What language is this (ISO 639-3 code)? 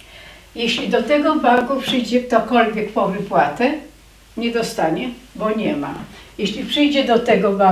pol